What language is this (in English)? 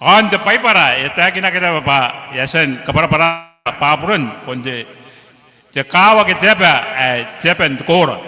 Gilbertese